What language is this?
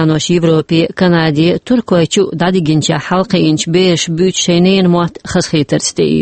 Chechen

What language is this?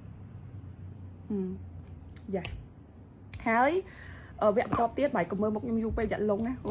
Khmer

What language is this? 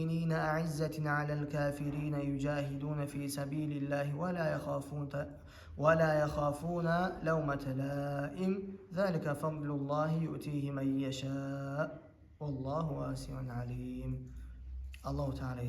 Kumyk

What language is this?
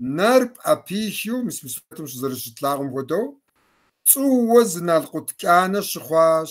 Kabardian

